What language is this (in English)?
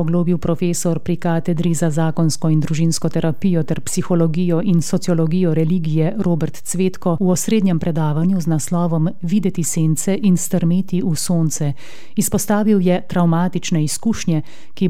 Slovenian